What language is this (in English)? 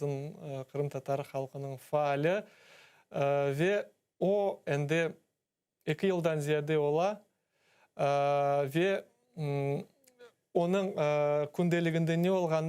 Crimean Tatar